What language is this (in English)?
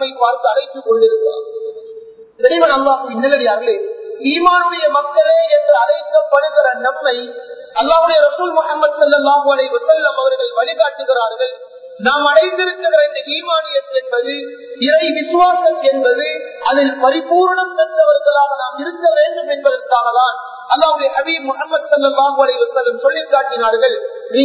Tamil